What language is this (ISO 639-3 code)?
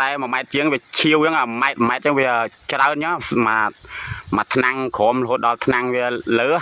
khm